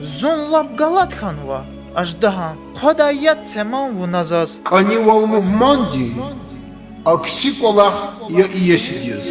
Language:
Lezghian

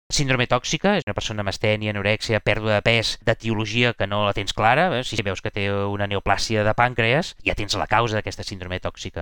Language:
Catalan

